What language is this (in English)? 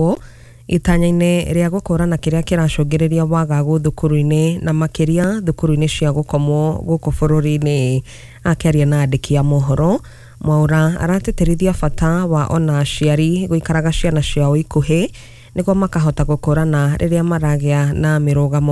Kikuyu